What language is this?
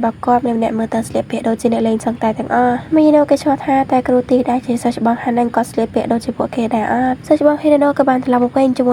Khmer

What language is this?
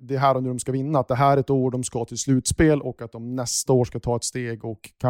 Swedish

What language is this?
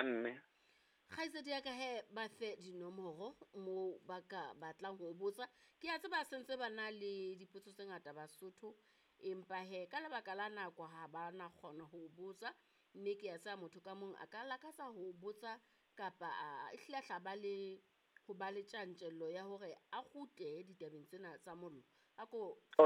Southern Sotho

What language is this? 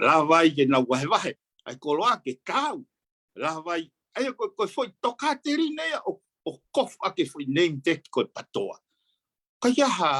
Tongan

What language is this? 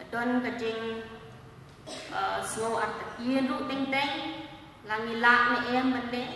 Khasi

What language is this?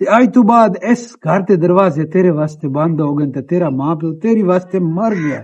Western Panjabi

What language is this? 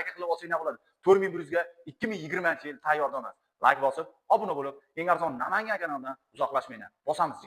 Uzbek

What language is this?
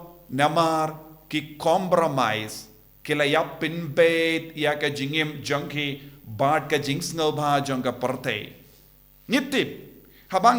Khasi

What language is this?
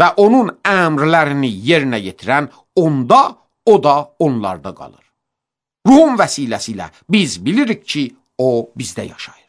Azerbaijani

